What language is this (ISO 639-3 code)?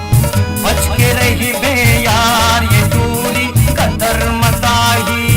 hne